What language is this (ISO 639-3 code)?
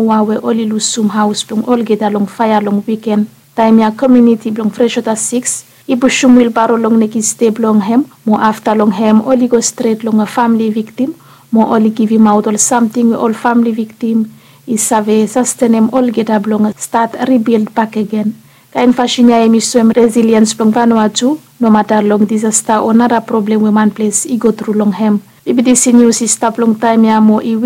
bis